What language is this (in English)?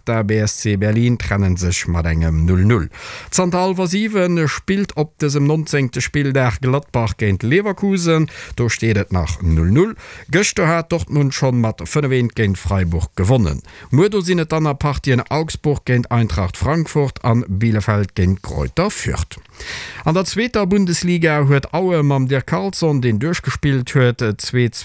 Luxembourgish